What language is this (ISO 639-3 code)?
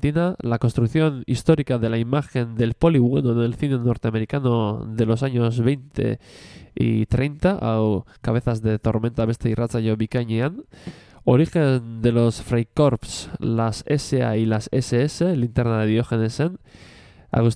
eus